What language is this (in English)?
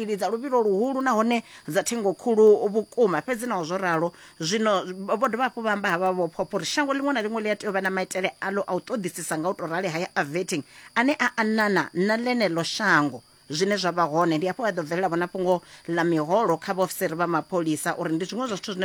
Venda